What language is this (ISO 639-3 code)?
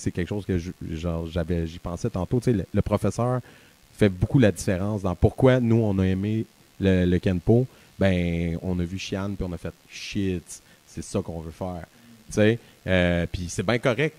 fra